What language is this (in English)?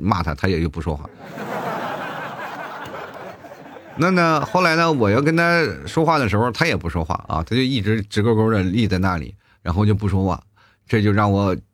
Chinese